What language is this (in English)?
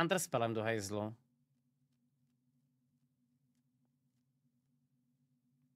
Czech